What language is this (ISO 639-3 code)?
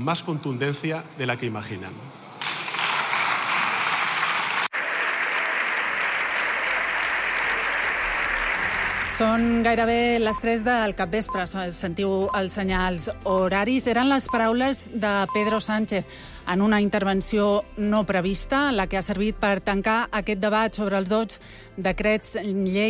cat